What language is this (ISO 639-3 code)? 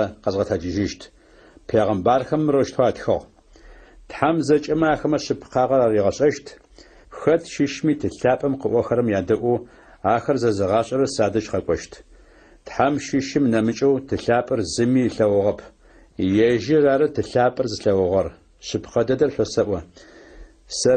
ady